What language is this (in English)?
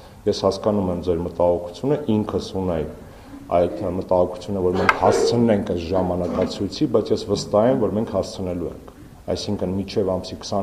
Armenian